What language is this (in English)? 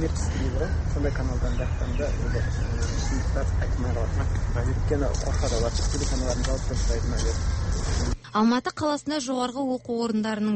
Kazakh